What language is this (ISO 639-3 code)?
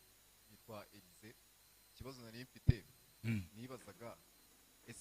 kin